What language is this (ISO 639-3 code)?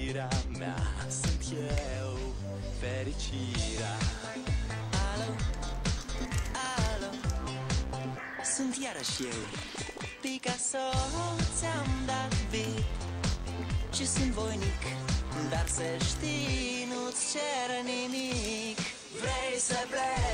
ron